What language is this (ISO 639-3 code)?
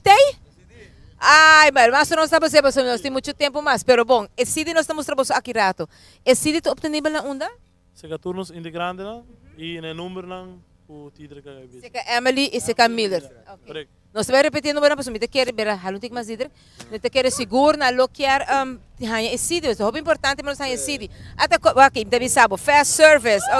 pap